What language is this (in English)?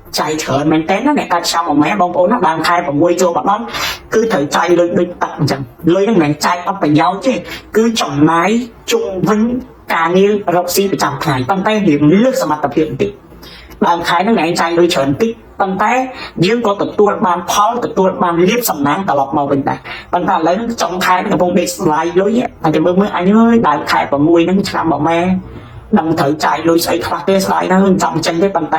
Khmer